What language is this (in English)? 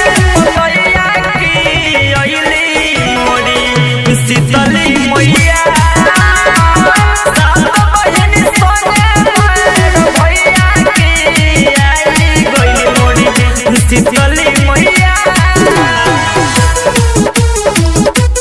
Bhojpuri